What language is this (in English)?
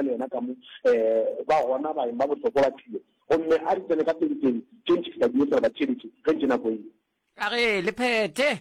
Northern Sotho